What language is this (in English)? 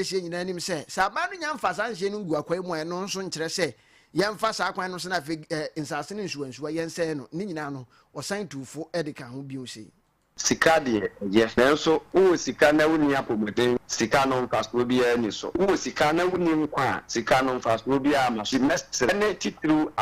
Akan